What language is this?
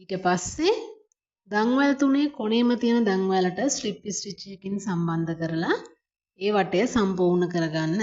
Sinhala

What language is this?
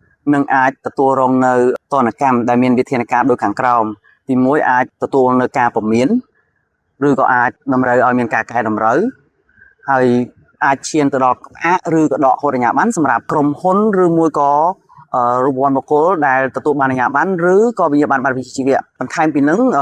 Khmer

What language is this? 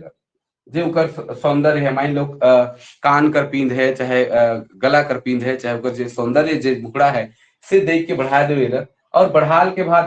Sadri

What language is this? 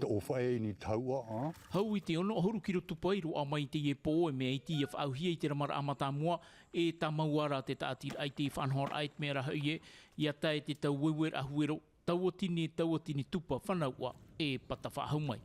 Tahitian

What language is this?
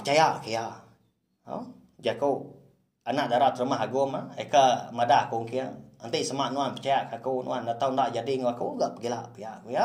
Iban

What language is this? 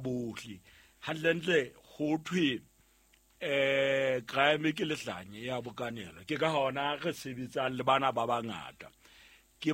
Southern Sotho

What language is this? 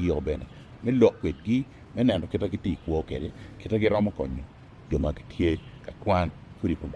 Acoli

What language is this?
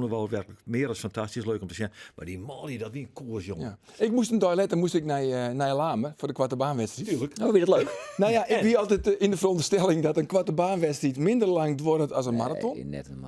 Western Frisian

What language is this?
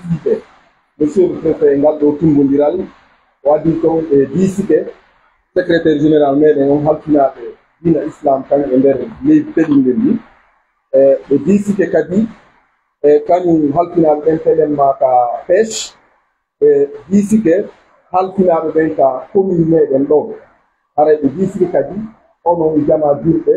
Pular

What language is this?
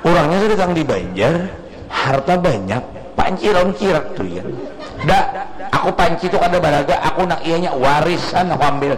Banjar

